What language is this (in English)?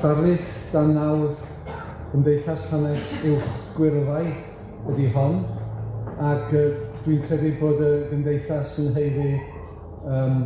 Welsh